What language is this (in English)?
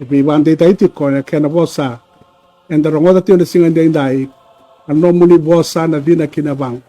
Fijian